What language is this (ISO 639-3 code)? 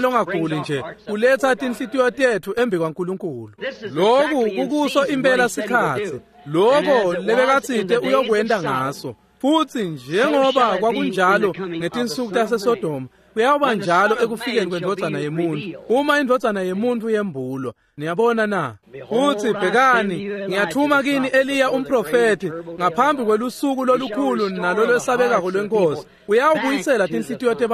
ssw